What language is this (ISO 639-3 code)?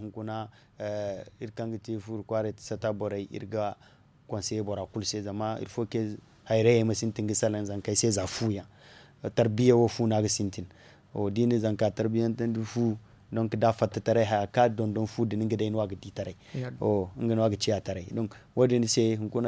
dje